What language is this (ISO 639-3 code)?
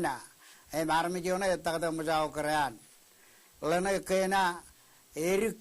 mah